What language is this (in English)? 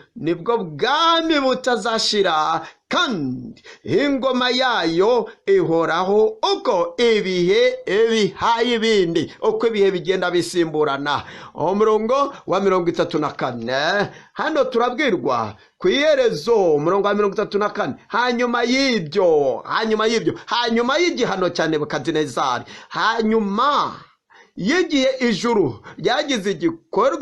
Kinyarwanda